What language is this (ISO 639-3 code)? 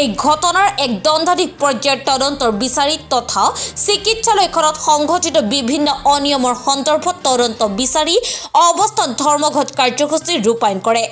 asm